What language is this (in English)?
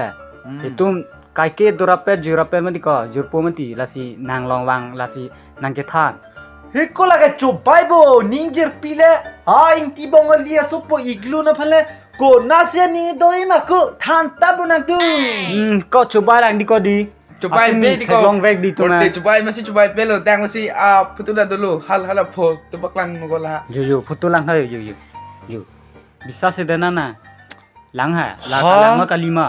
Karbi